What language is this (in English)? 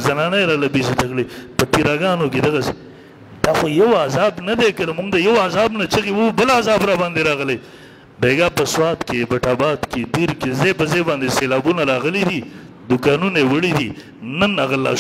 Pashto